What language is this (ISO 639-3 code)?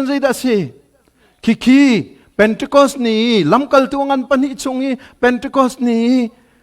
cnh